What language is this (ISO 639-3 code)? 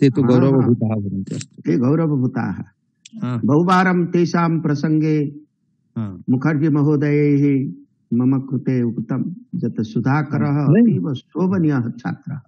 san